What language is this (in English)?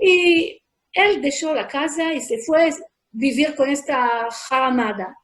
Ladino